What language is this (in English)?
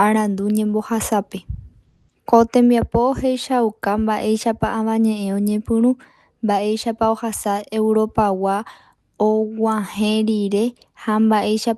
Guarani